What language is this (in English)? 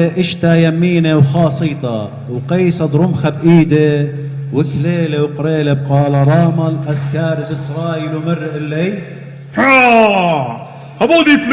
Assyrian Neo-Aramaic